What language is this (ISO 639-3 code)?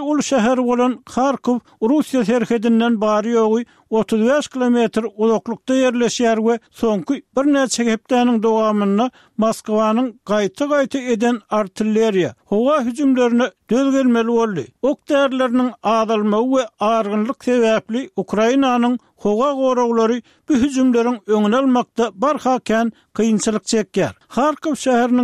tuk